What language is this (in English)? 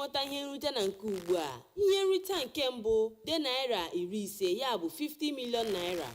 Igbo